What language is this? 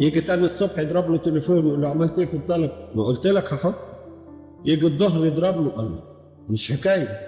Egyptian Arabic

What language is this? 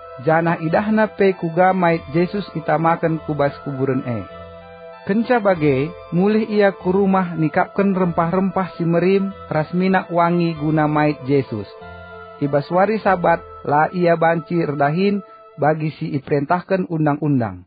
Batak Karo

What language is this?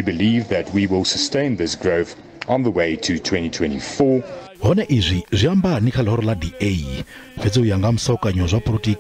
Venda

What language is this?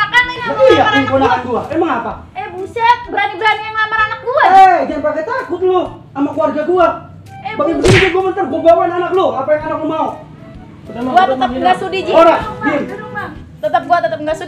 Betawi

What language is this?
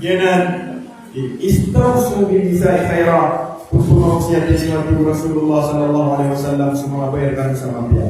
Maranao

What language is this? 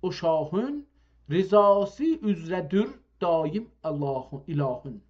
South Azerbaijani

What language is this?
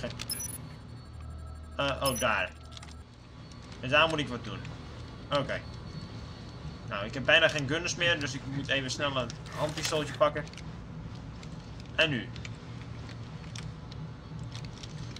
Dutch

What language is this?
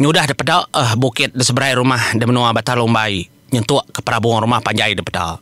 Iban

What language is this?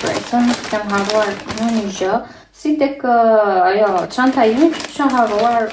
Albanian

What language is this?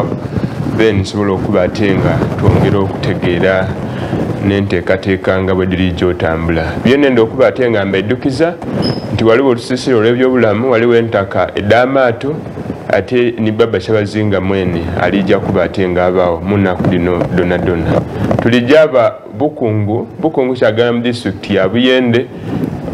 Soga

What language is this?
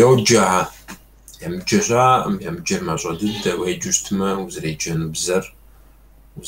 Kabardian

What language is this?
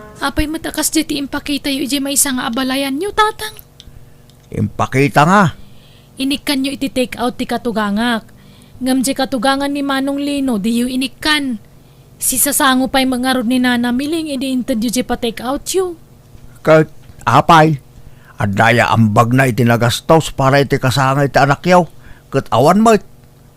Iloko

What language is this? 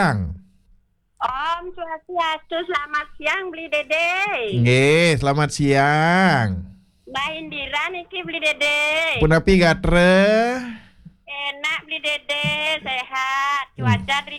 Balinese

